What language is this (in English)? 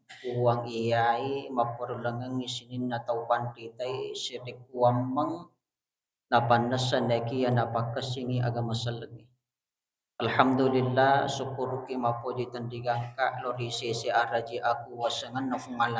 Buginese